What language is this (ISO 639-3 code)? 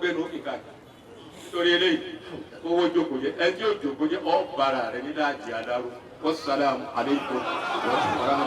yor